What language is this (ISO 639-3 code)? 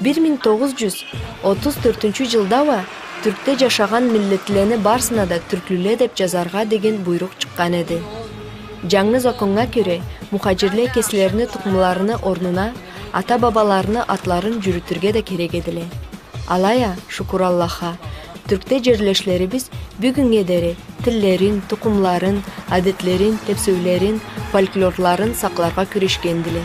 krc